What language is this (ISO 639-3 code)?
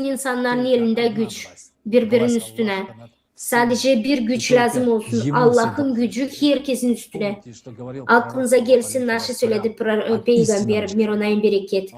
gag